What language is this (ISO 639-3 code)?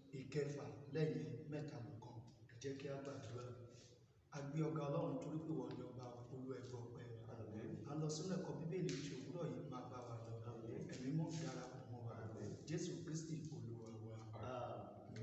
yor